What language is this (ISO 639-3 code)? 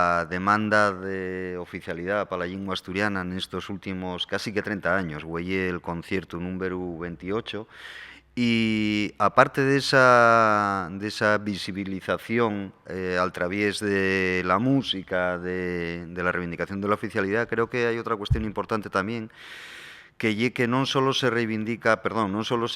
ast